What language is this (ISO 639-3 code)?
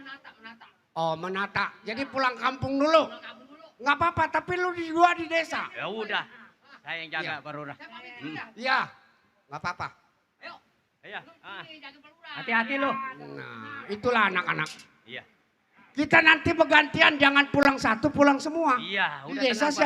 bew